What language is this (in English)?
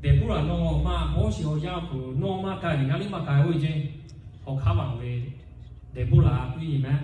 Lahu